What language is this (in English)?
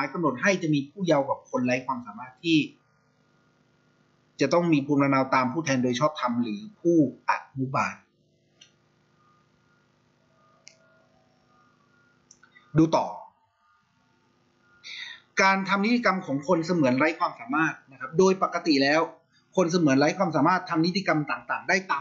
Thai